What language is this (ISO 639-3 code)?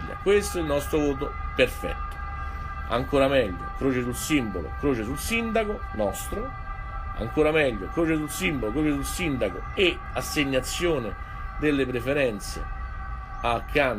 ita